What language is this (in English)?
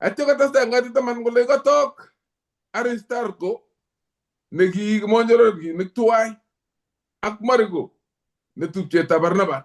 Kalenjin